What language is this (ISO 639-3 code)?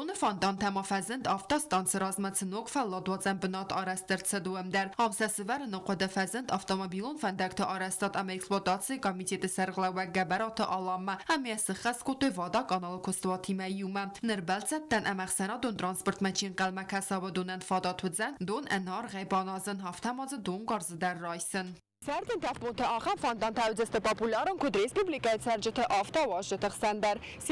oss